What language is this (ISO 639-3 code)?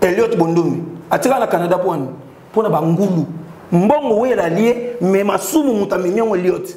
lin